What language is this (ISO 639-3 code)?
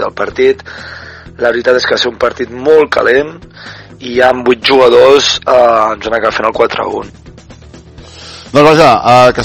cat